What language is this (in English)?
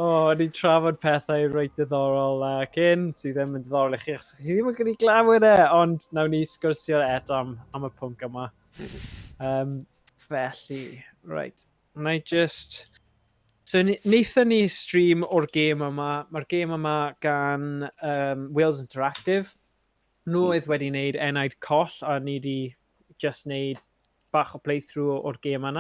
Welsh